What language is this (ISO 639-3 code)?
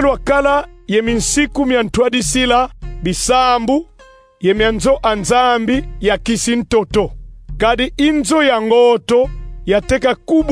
kon